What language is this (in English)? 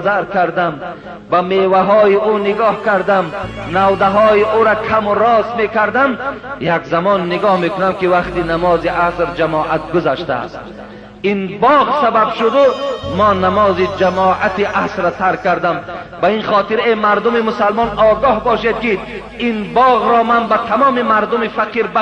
Tajik